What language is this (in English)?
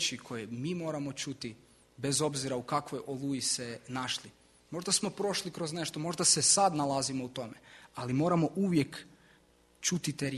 Croatian